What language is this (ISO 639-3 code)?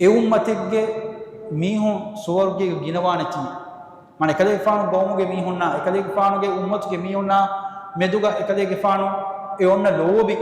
div